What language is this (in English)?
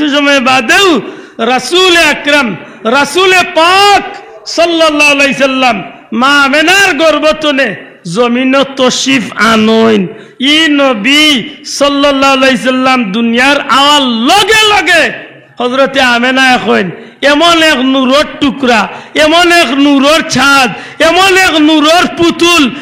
Sylheti